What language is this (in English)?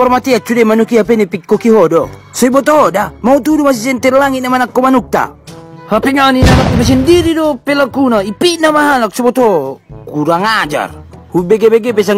Batak Toba